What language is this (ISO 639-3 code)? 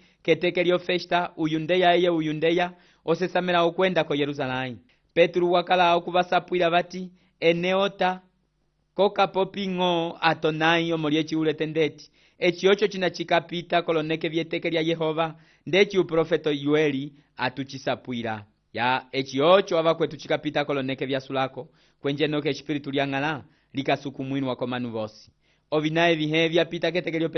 umb